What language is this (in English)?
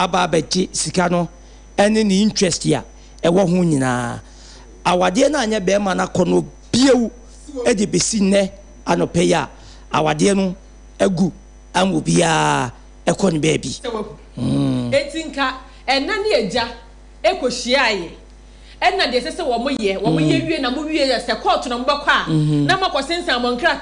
Akan